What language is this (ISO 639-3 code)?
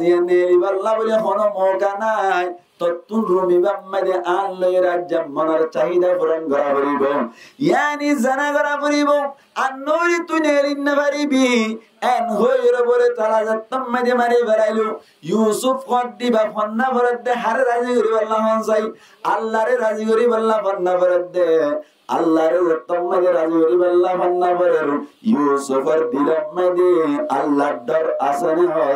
rhg